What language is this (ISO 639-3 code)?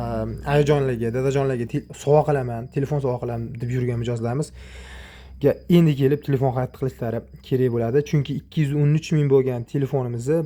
uzb